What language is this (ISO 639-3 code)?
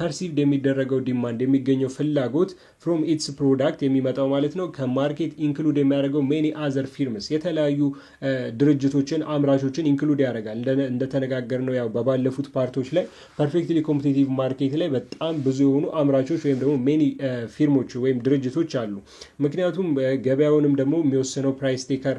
amh